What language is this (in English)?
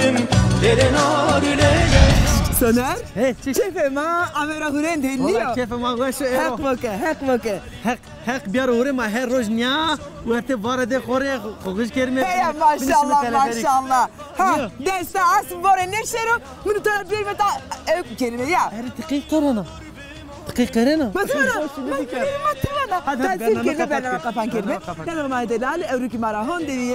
Zaza